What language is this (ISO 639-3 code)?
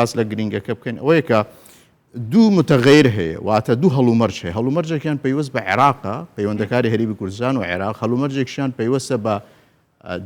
ckb